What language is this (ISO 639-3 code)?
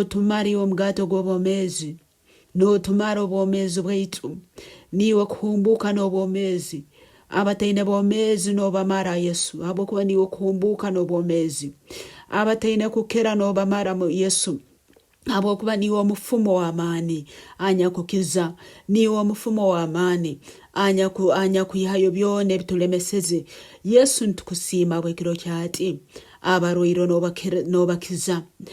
nyn